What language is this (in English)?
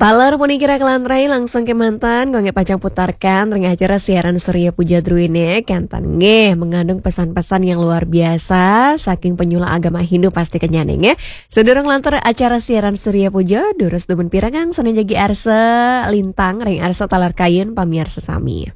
Balinese